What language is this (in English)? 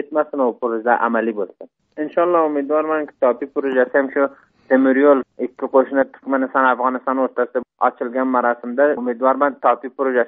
Turkmen